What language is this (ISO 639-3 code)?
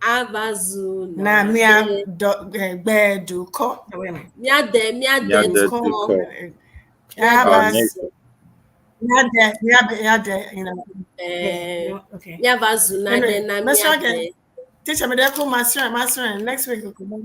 ewe